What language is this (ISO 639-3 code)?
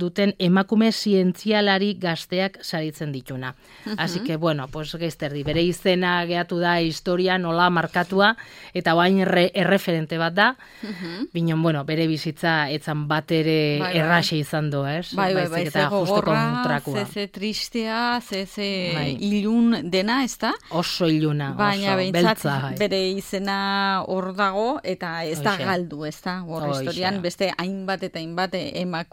eus